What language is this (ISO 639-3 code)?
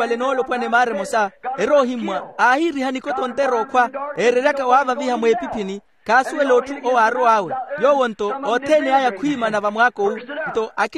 vmw